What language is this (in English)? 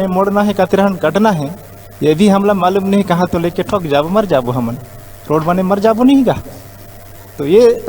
Chhattisgarhi